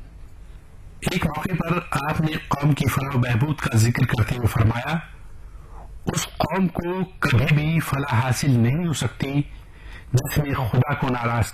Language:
Urdu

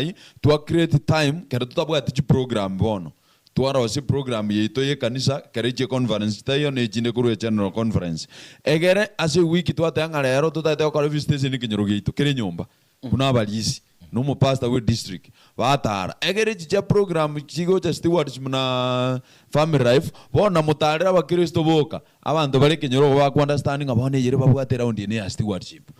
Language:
Gusii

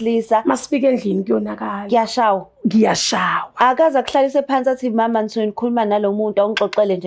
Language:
Zulu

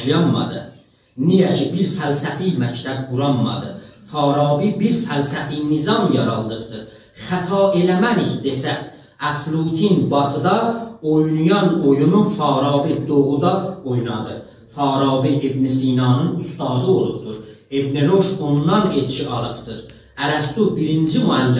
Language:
South Azerbaijani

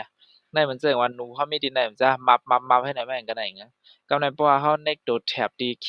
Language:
Shan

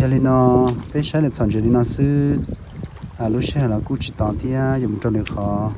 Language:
Hmong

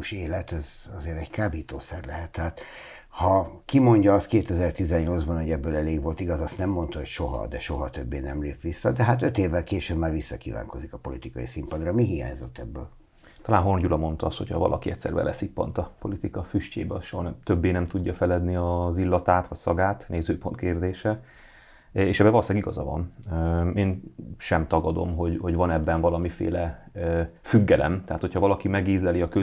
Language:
Hungarian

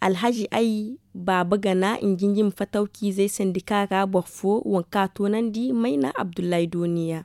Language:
Zarma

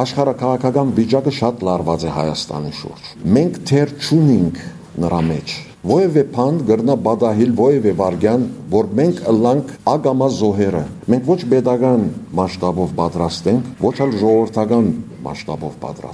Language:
Armenian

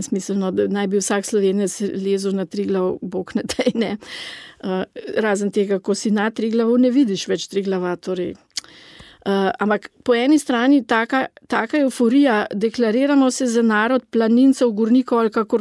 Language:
Slovenian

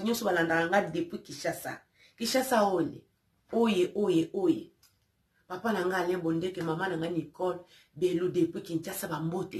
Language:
Lingala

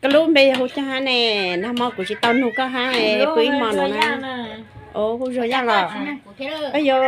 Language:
Hmong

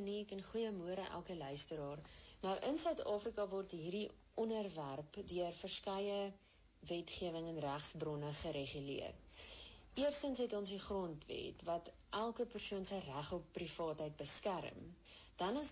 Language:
Afrikaans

